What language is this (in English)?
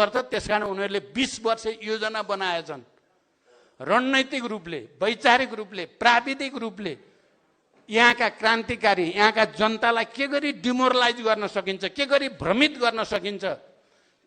Nepali